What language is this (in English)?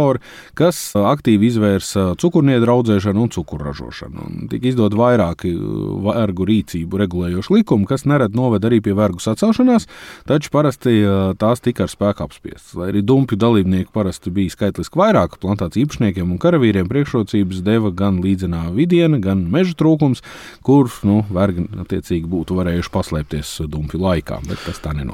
Latvian